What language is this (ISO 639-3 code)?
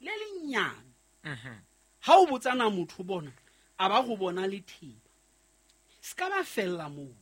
sot